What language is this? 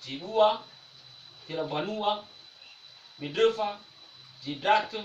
Nias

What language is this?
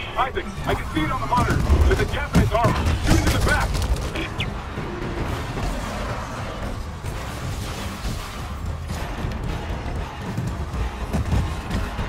English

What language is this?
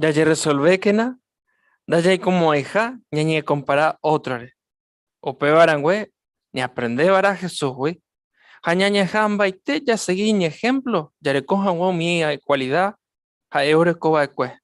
Guarani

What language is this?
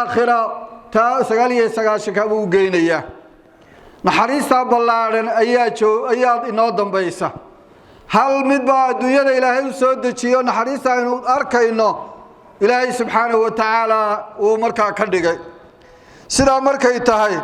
Somali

